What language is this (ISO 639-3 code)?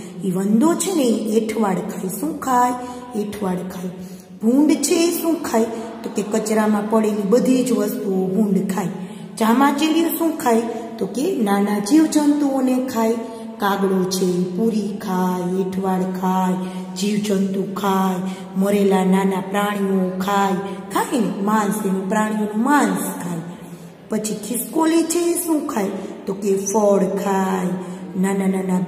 guj